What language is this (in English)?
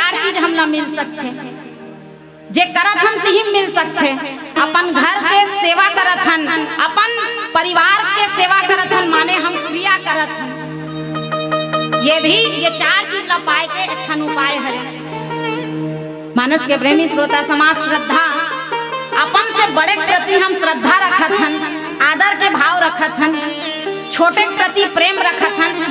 Chhattisgarhi